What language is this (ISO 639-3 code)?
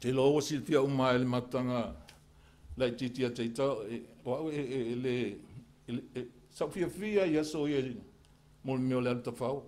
smo